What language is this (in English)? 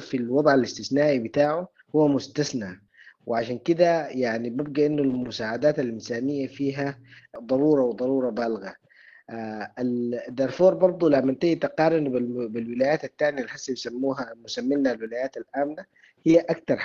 Sudanese Arabic